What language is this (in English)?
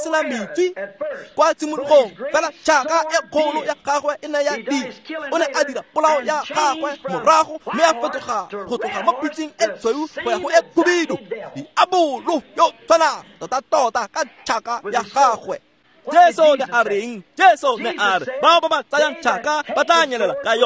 Tswana